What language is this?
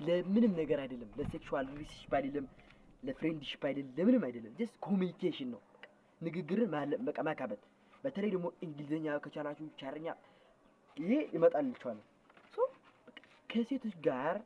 Amharic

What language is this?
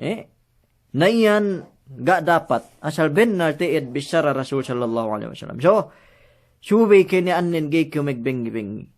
Yakan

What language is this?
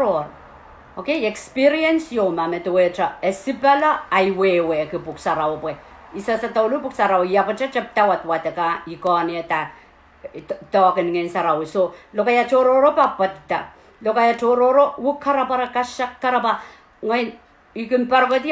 Pohnpeian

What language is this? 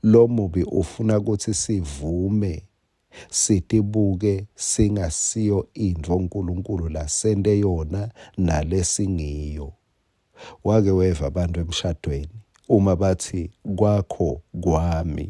Swati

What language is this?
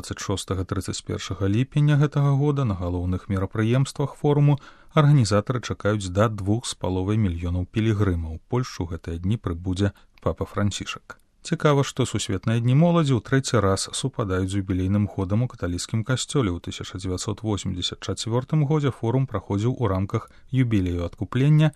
Belarusian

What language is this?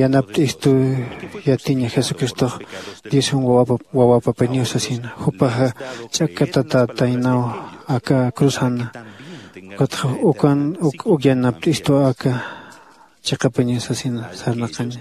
Aymara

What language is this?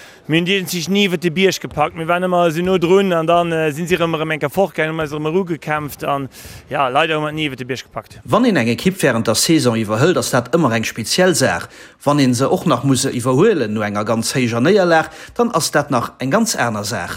Luxembourgish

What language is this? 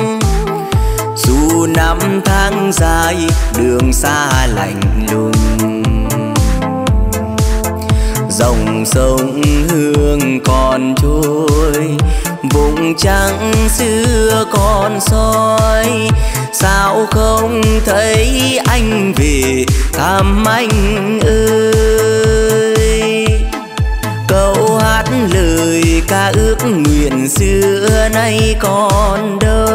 Vietnamese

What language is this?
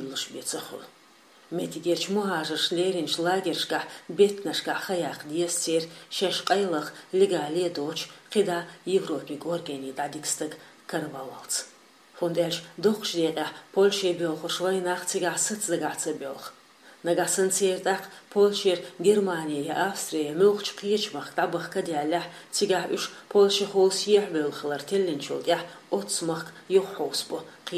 Chechen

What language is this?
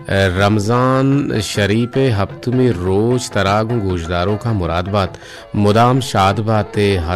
Baluchi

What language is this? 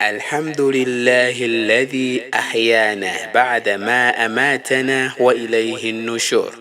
Nyanja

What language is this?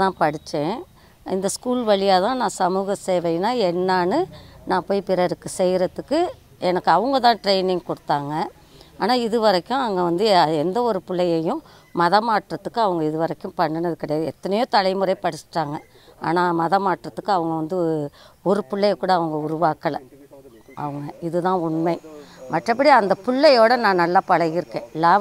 Tamil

